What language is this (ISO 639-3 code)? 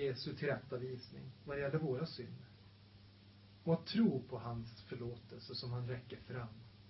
swe